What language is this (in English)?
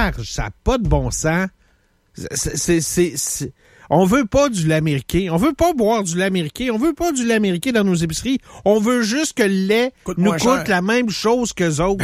French